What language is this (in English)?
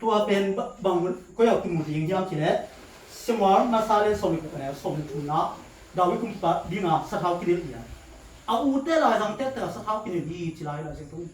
Tedim Chin